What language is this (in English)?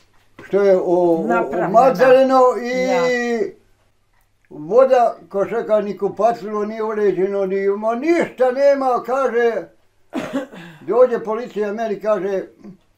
Bosnian